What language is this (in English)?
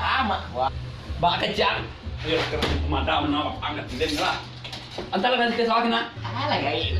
Minangkabau